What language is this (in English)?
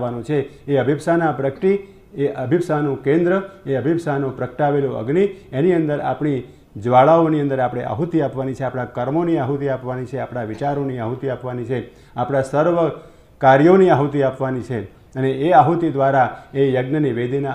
Gujarati